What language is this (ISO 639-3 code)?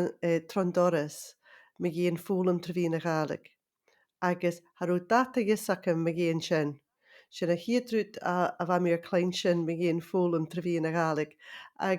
gla